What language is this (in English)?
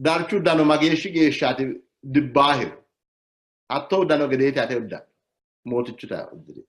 Sidamo